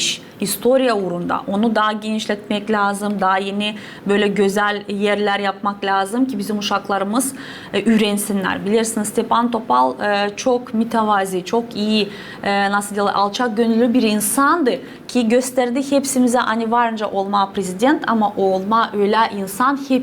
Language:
Gagauz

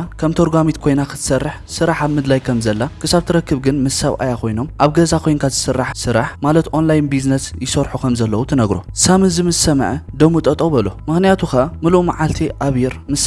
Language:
Tigrinya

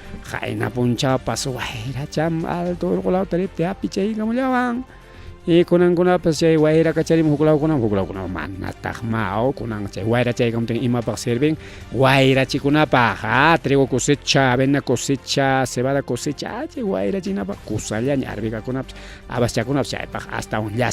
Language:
Ayacucho Quechua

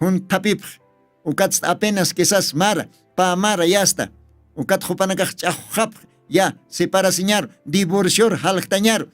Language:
Aymara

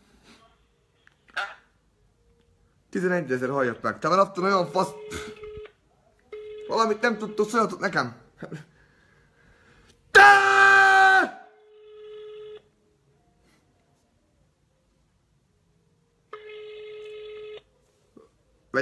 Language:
Hungarian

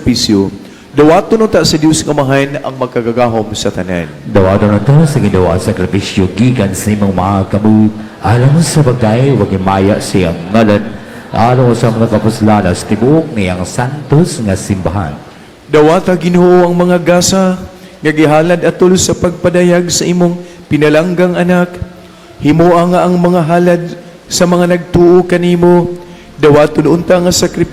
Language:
Cebuano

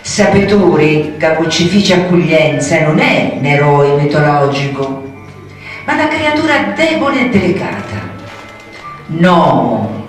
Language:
Sicilian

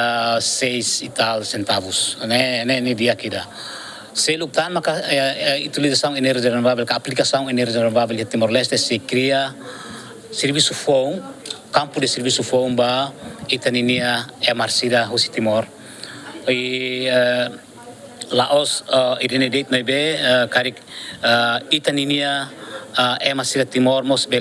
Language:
Tetum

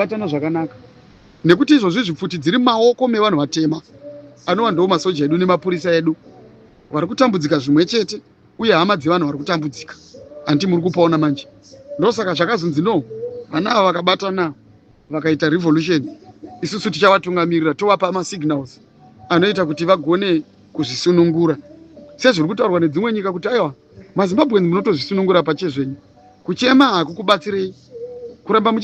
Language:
Shona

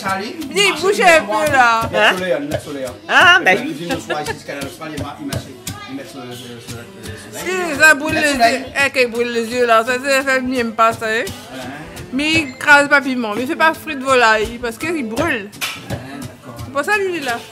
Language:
Réunion Creole French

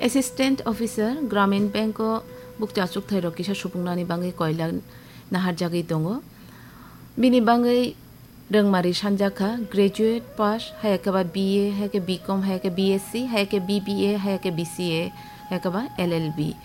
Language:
Kok Borok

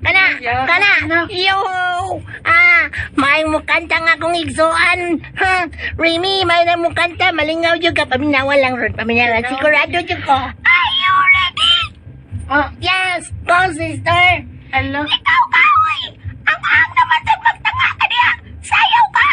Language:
Cebuano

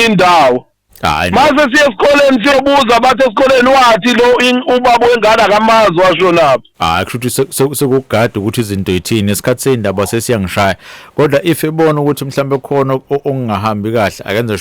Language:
Zulu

